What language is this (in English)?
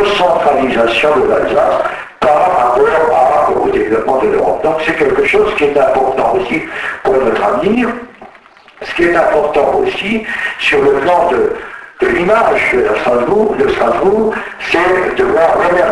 French